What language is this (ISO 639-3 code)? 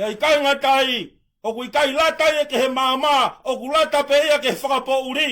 ton